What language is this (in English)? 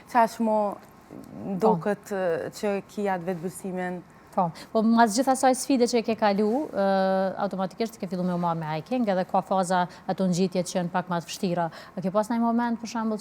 Albanian